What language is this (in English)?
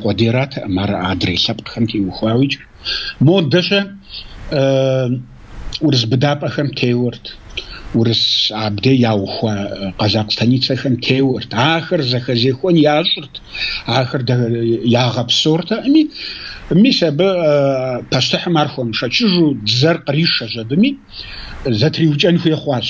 Kabardian